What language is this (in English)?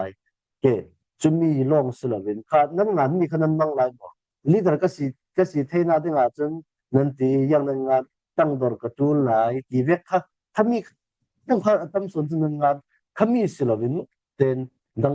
Falam Chin